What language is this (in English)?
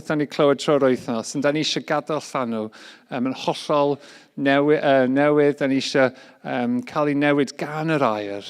Welsh